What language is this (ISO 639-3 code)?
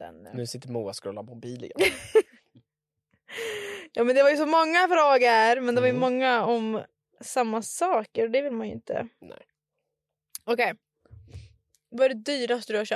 swe